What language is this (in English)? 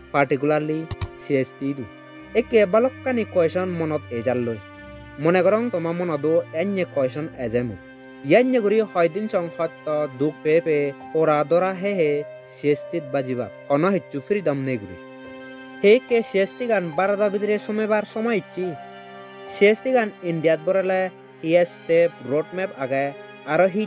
Chakma